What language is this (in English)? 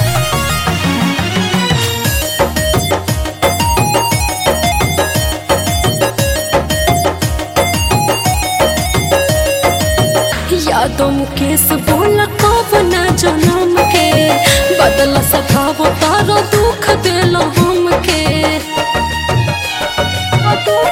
Bhojpuri